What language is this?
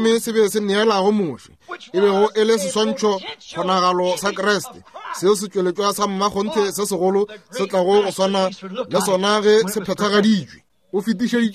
Northern Sotho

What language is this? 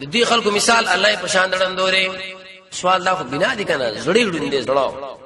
Pashto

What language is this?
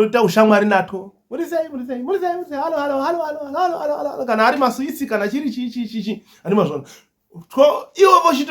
Shona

